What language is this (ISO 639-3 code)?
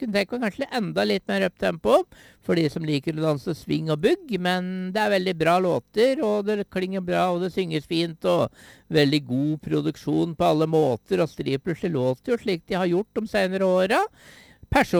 nor